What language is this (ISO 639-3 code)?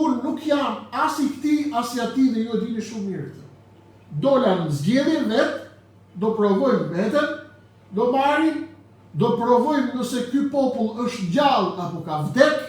sqi